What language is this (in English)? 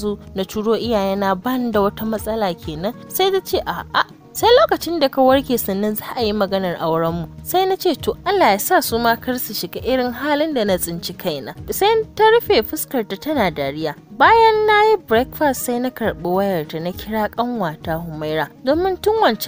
Hausa